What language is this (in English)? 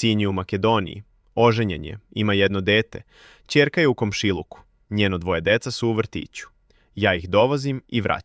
Serbian